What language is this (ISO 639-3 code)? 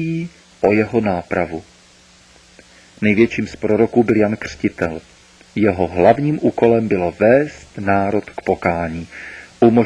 ces